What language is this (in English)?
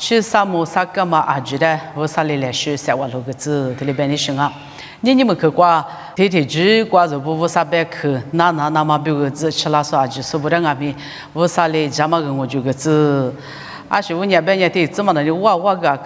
Lisu